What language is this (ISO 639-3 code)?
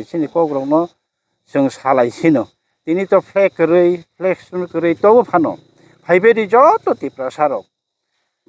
trp